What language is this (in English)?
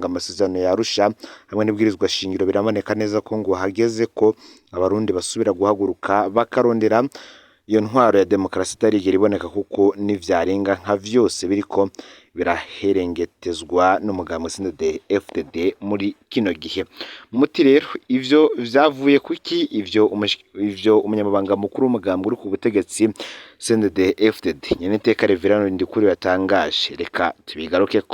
Rundi